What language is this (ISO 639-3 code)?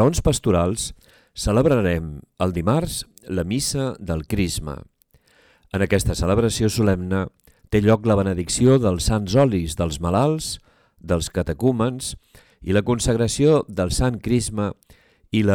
cat